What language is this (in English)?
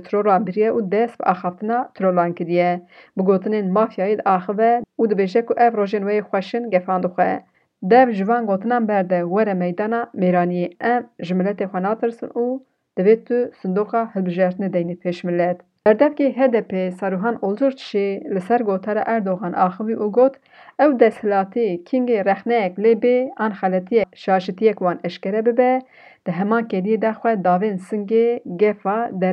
Kurdish